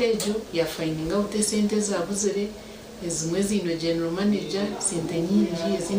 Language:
Nyankole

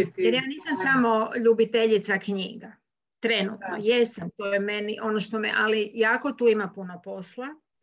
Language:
Croatian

